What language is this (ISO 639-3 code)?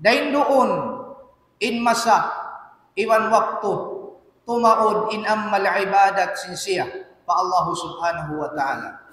tsg